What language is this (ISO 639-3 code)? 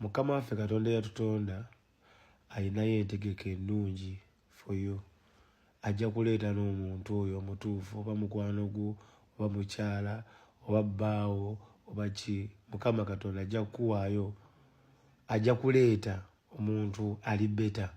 lug